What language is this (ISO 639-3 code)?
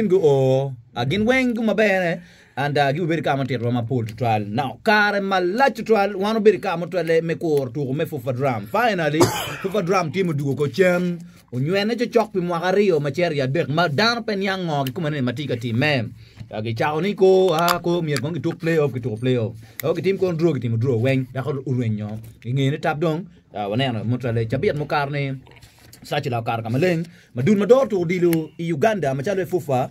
ach